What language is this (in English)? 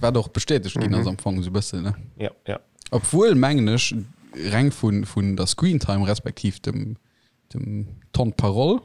Luxembourgish